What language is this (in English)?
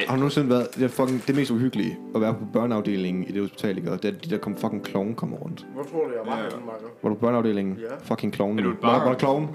Danish